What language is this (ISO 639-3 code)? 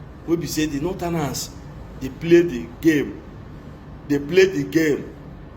pcm